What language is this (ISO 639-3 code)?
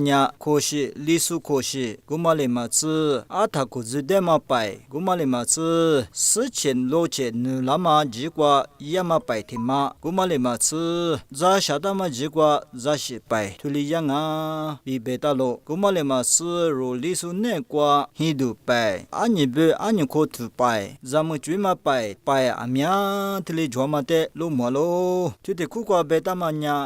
lis